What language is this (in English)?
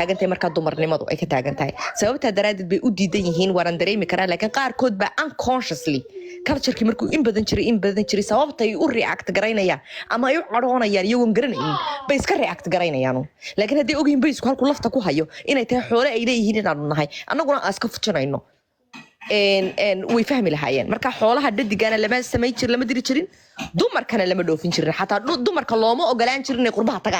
Somali